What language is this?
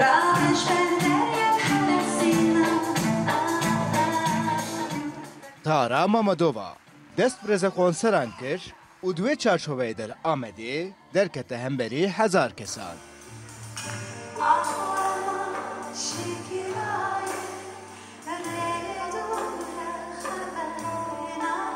Kurdish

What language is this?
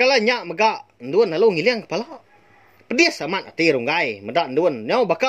Iban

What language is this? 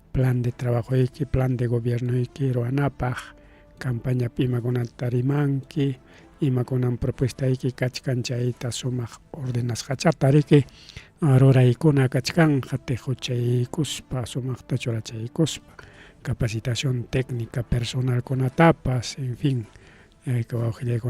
Ayacucho Quechua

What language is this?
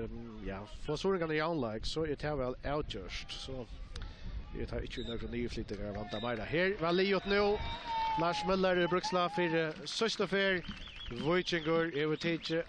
Faroese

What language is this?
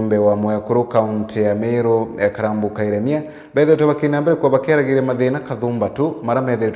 Meru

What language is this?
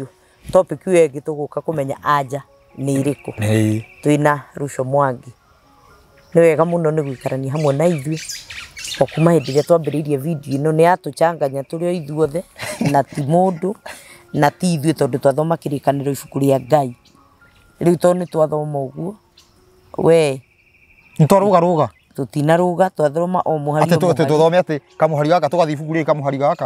Kikuyu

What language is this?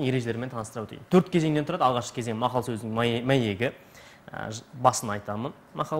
Kazakh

